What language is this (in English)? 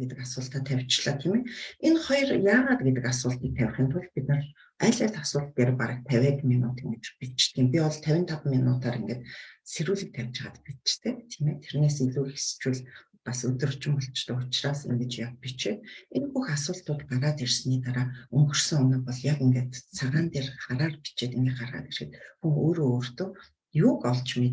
Mongolian